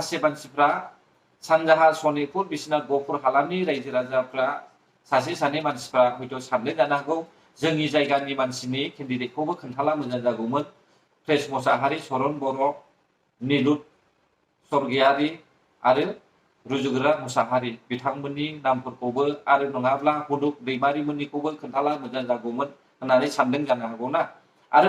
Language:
Bodo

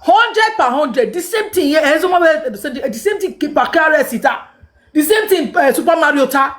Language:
Nigerian Pidgin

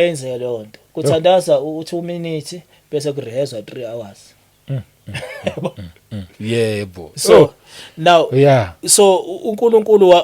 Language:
Zulu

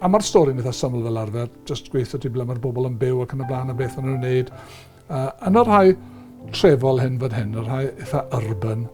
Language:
Welsh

